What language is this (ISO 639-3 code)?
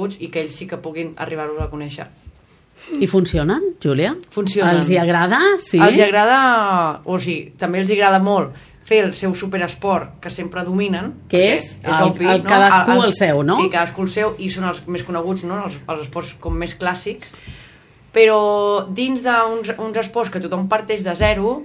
cat